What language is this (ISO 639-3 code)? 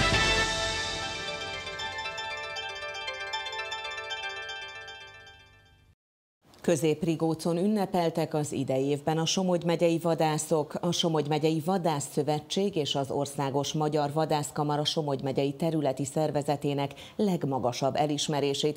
hun